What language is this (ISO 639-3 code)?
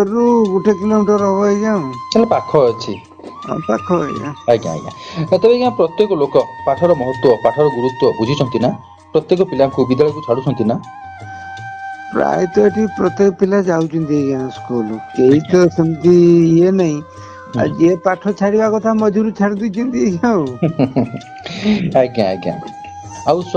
ori